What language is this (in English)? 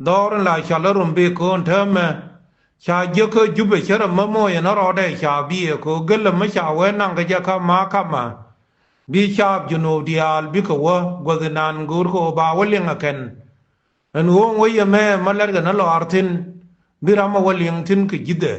Nuer